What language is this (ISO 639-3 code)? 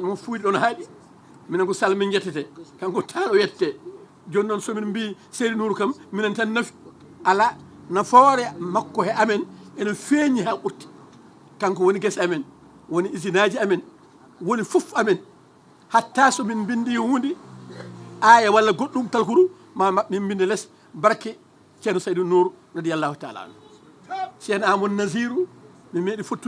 ful